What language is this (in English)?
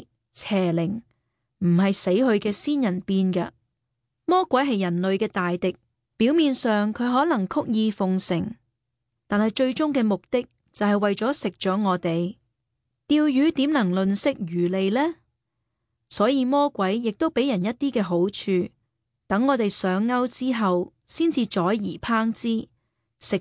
Cantonese